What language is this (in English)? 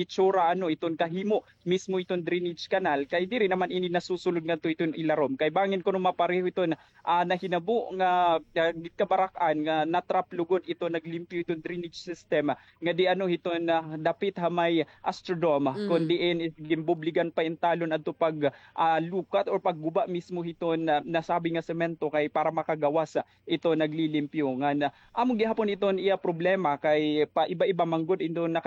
Waray